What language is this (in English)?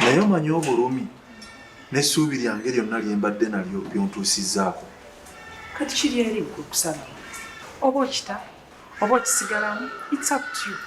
Ganda